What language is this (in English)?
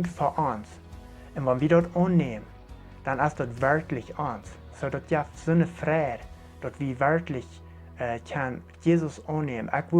Plautdietsch